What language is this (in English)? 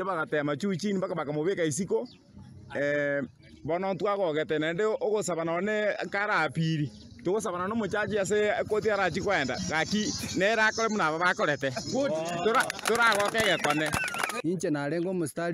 Gusii